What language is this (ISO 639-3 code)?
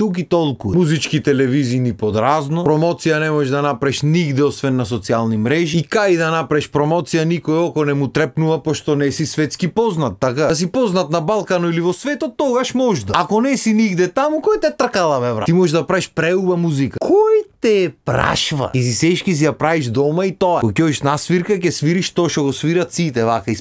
mkd